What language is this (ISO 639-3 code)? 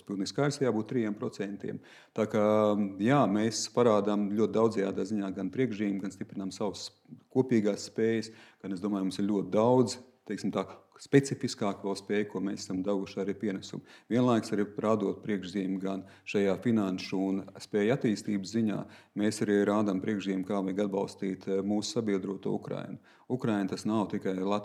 lav